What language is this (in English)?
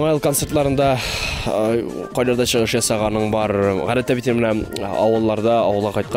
Tatar